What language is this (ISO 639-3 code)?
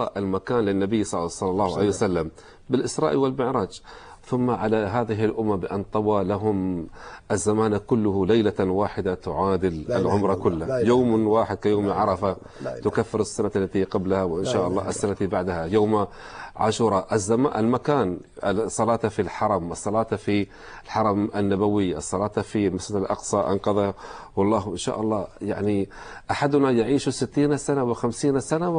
ara